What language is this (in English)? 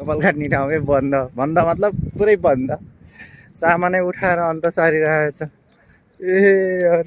Nepali